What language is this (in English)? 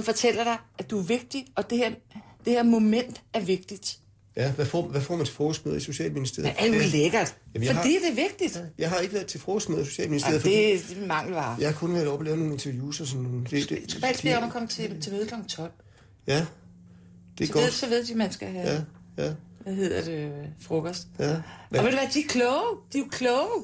Danish